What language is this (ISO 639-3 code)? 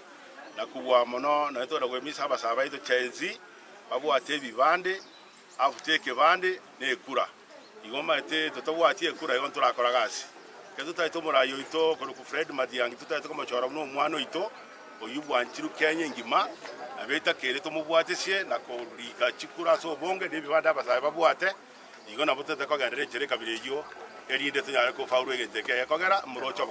guz